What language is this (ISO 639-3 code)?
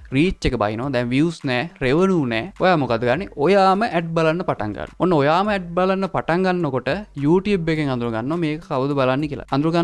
sin